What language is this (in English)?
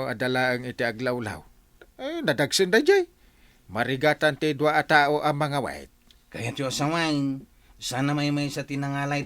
Iloko